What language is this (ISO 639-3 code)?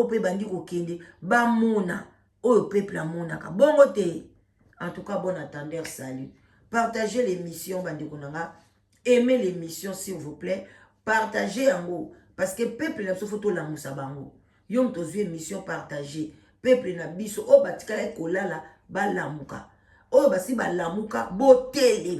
lin